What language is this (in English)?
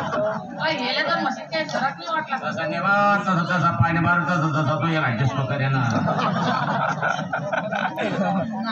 Marathi